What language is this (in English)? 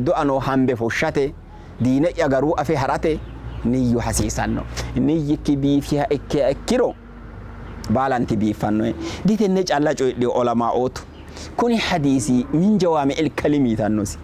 Sidamo